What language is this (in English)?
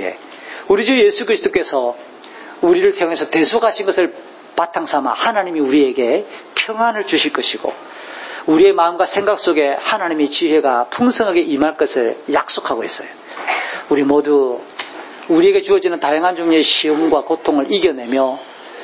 Korean